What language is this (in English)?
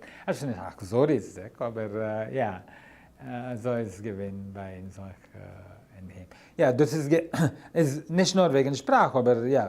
Yiddish